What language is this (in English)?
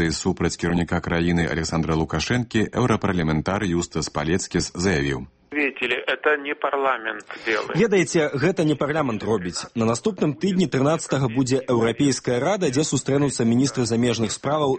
Belarusian